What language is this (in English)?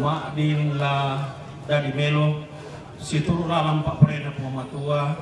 Toraja-Sa'dan